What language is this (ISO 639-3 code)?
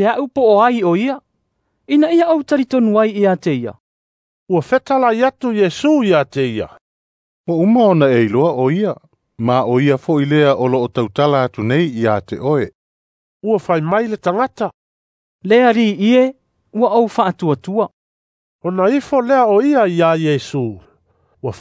smo